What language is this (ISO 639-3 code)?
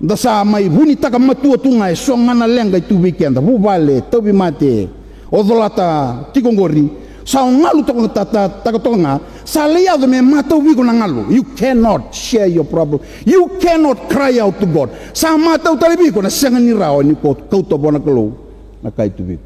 fij